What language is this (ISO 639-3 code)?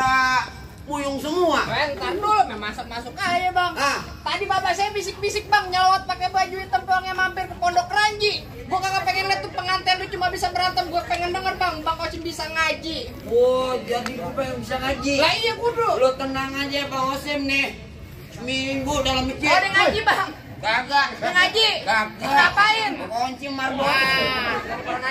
bew